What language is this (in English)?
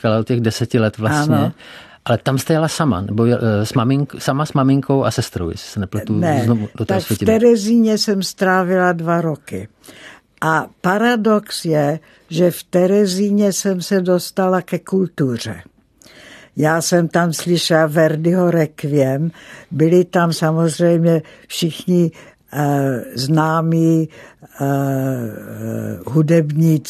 Czech